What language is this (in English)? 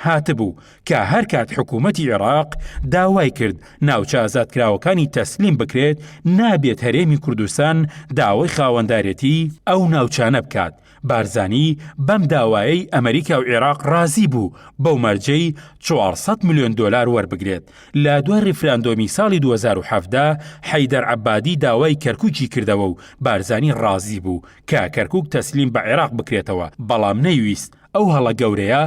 Central Kurdish